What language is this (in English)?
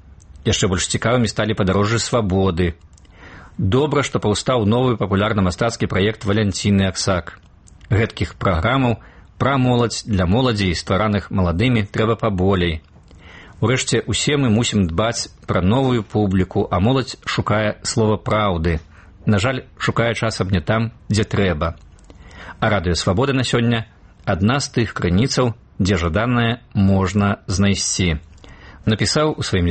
Belarusian